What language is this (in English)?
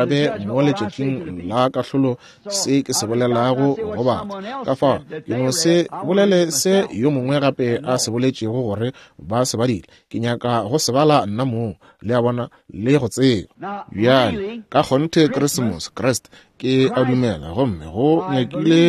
Northern Sotho